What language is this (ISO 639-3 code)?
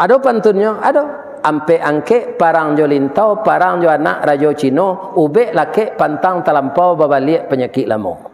min